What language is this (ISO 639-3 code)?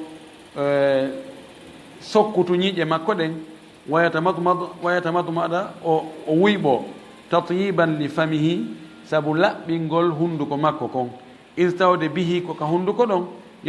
ful